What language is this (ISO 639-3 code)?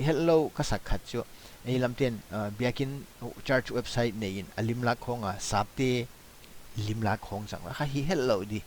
pck